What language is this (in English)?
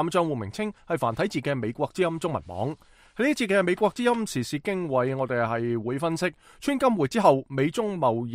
Cantonese